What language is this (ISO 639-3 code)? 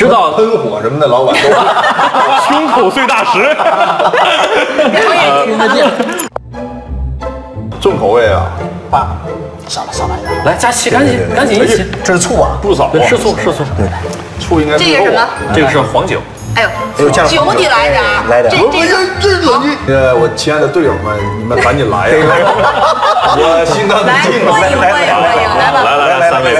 zho